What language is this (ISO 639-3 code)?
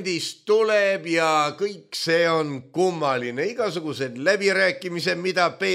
est